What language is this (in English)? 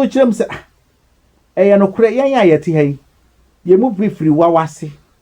Akan